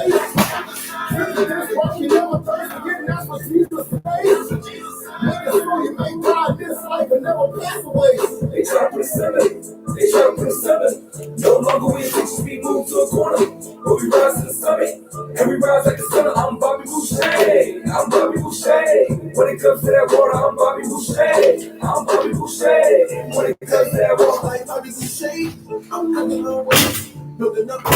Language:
Papiamento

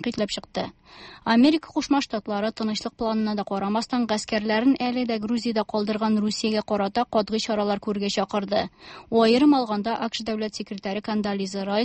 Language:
Tatar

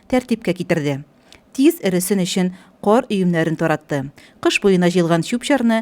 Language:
Tatar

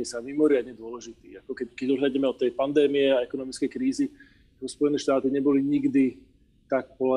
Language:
Slovak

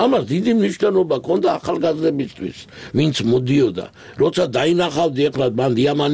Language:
Georgian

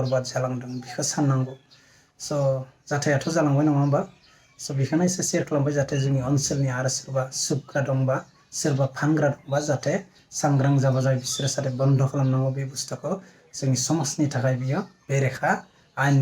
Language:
Bodo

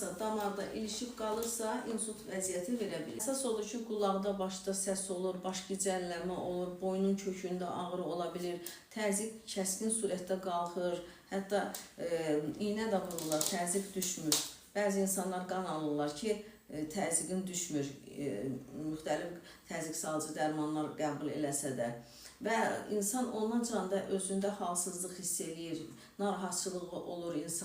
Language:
Azerbaijani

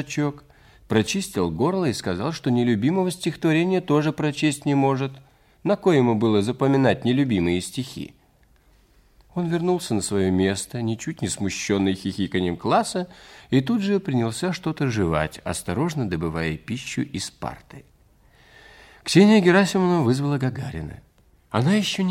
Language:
Russian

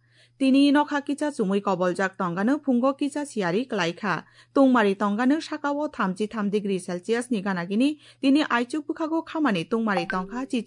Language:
Kok Borok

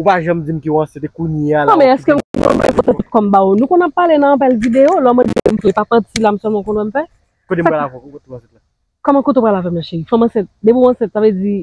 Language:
Haitian Creole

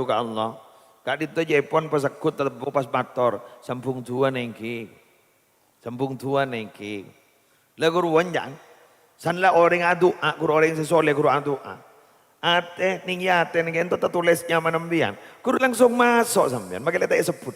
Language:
Madurese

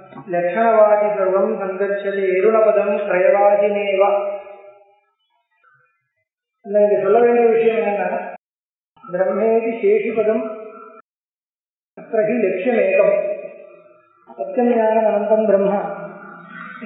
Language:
Tamil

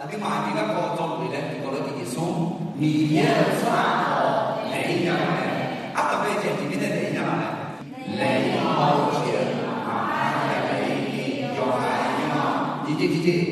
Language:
Akha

